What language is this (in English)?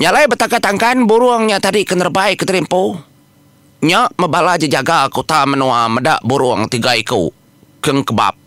Iban